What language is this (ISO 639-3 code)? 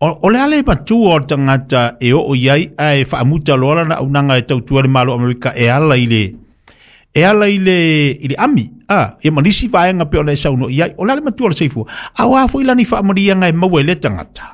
smo